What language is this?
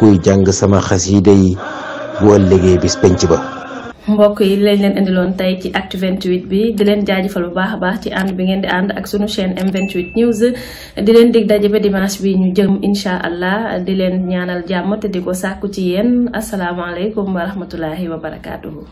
Wolof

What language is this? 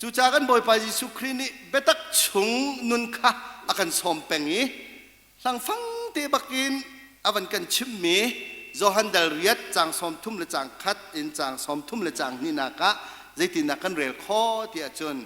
Hakha Chin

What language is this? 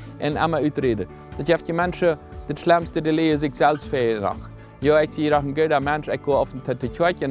Plautdietsch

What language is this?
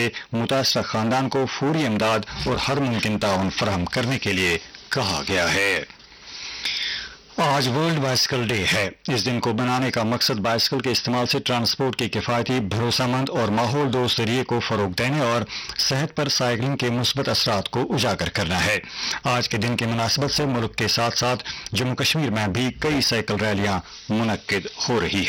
Urdu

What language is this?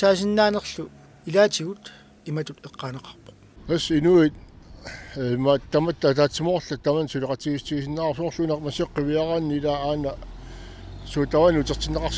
Kalaallisut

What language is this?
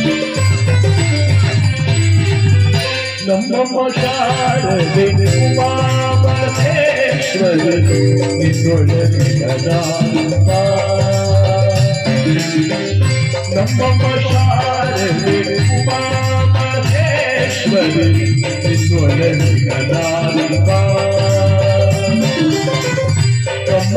Kannada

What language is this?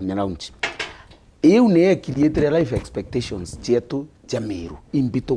Meru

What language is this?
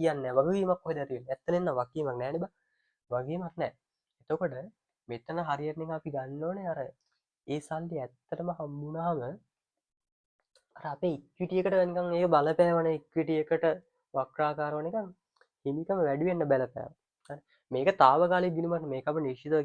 Sinhala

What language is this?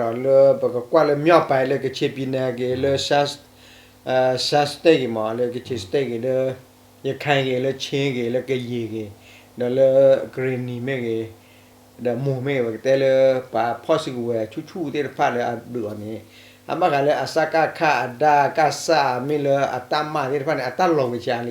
S'gaw Karen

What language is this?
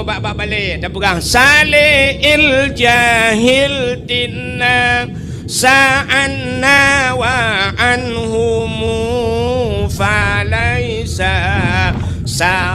Achinese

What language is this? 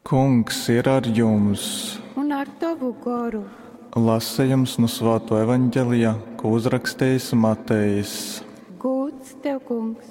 Latgalian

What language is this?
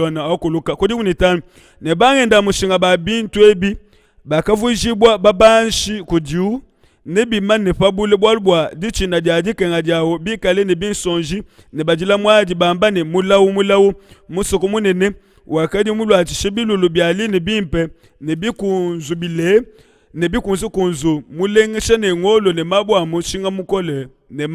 Luba-Lulua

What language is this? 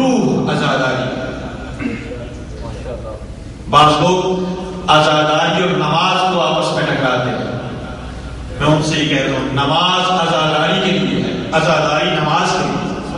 Urdu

